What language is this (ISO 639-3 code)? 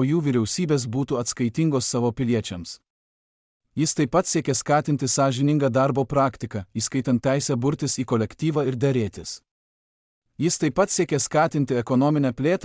lit